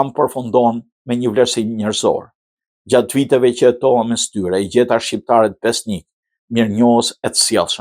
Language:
Albanian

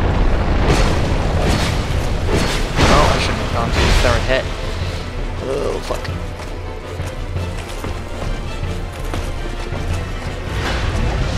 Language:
English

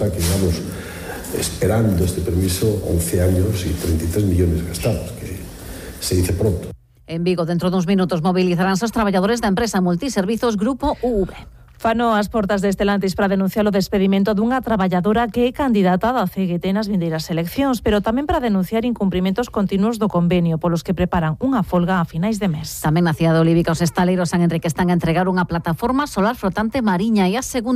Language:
Galician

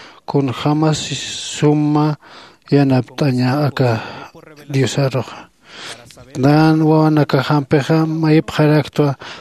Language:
Aymara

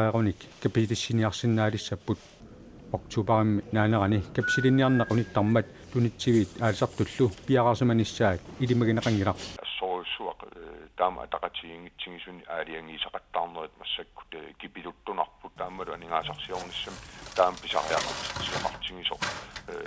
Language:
Kalaallisut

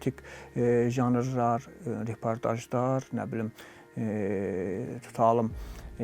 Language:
Azerbaijani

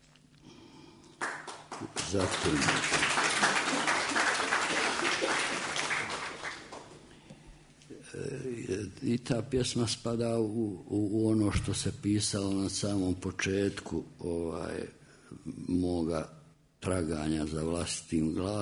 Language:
Croatian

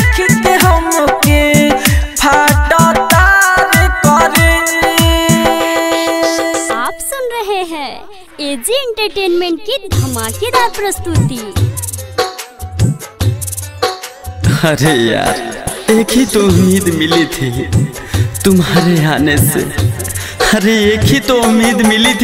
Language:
Bhojpuri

